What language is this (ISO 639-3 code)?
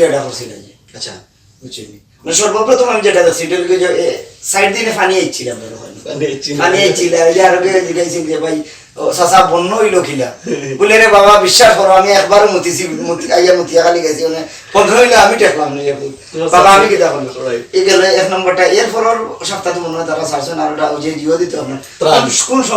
syl